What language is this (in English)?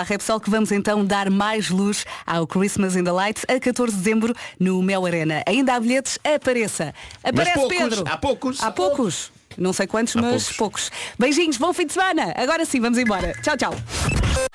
Portuguese